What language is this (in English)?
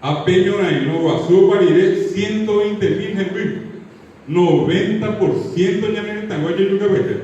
Guarani